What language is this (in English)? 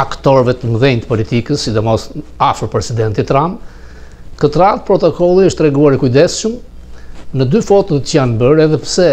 Albanian